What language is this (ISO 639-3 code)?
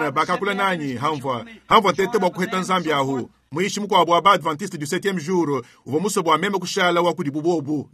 lua